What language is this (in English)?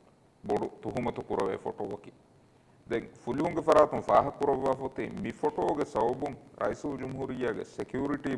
Divehi